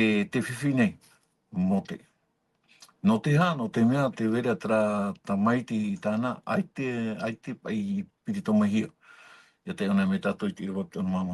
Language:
Tahitian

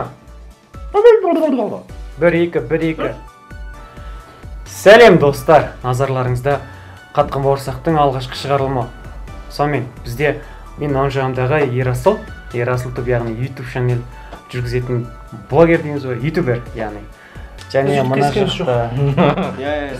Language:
Kazakh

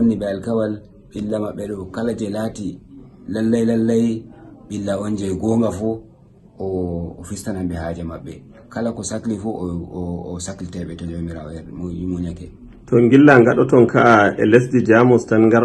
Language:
Fula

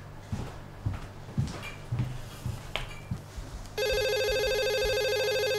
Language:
Malay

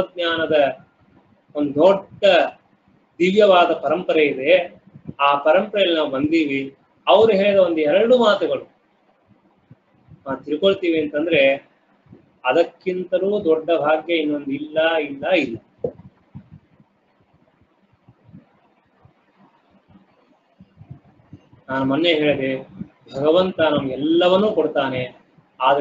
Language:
Kannada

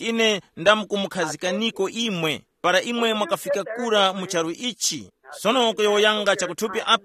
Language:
Tumbuka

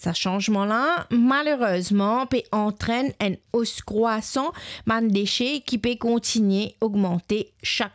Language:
Morisyen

